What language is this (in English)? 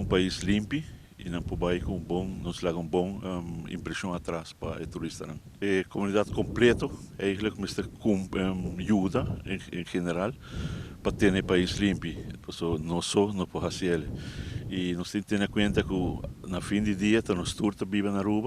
Papiamento